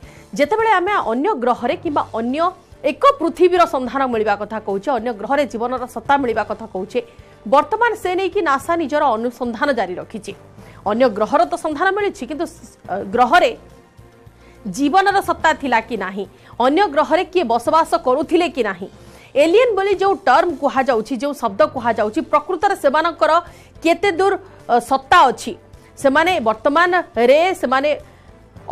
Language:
Odia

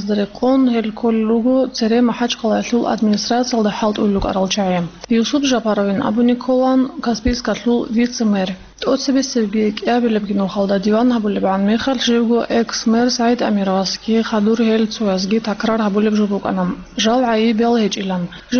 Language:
Avaric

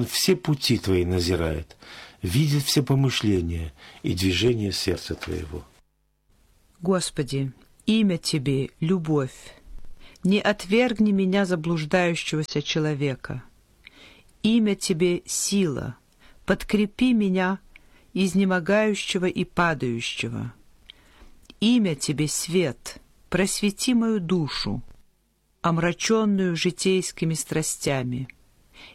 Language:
Russian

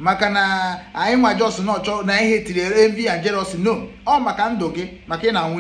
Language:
Igbo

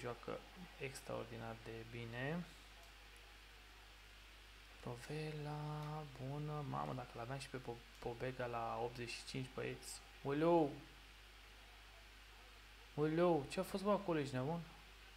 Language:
Romanian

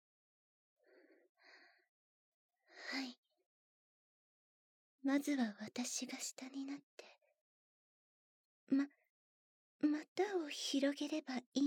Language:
Japanese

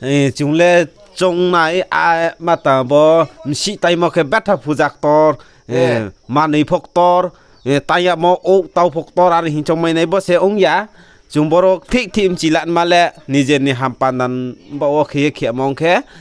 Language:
Riang (India)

